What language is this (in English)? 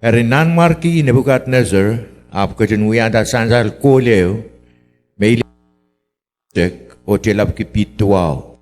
Pohnpeian